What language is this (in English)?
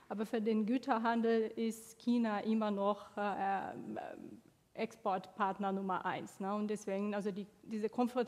German